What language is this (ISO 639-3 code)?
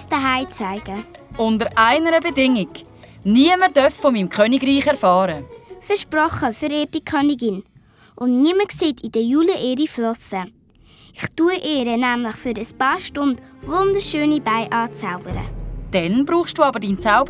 gsw